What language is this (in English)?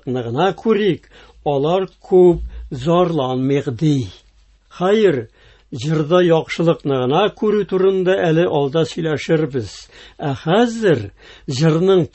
Tatar